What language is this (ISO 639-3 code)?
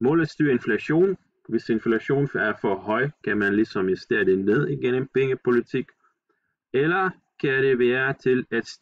dan